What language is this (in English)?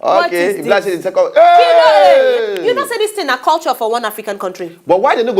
Nigerian Pidgin